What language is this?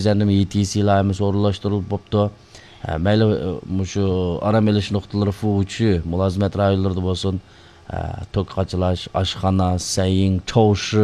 Uyghur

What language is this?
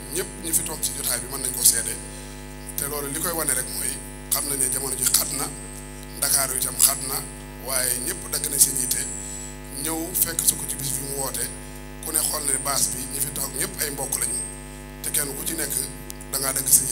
Wolof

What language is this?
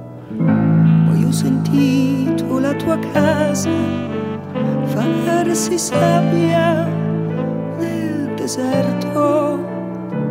Italian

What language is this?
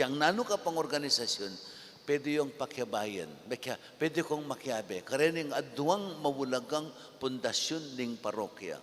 Pampanga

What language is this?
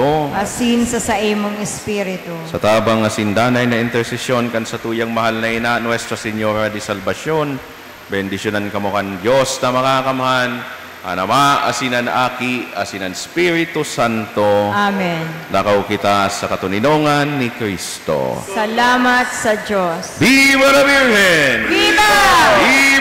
Bikol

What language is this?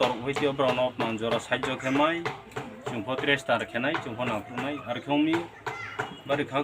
Riang (India)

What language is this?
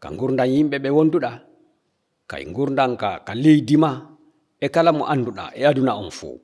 Fula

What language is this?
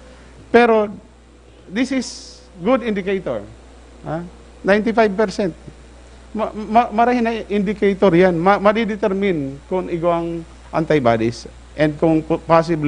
Bikol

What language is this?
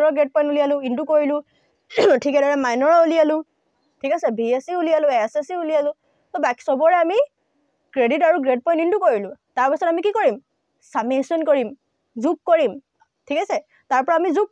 Assamese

